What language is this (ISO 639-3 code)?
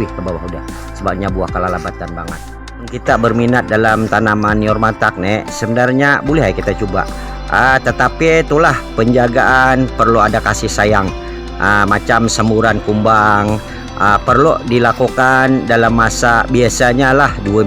bjn